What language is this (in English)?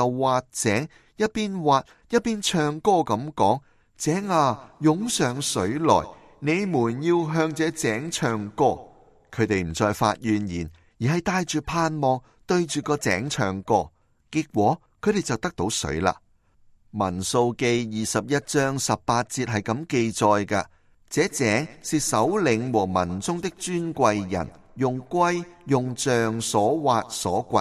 Cantonese